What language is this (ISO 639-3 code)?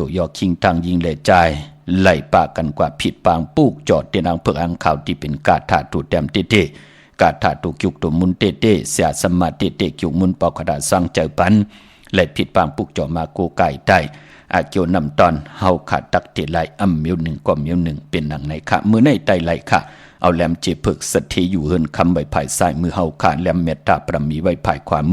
shn